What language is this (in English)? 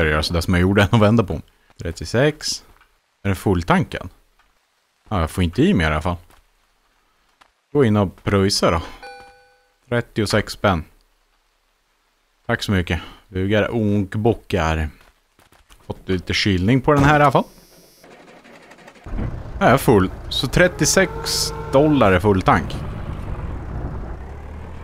Swedish